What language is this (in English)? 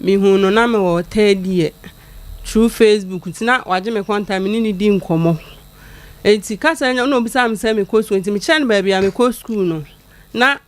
Akan